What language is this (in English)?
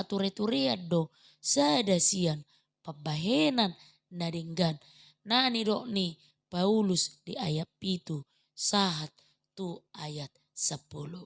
Batak Toba